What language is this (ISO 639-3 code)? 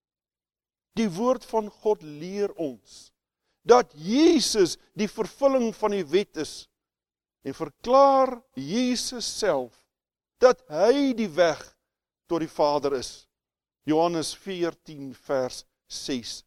afr